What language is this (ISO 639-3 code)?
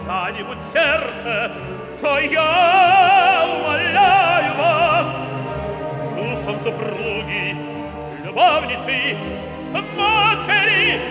rus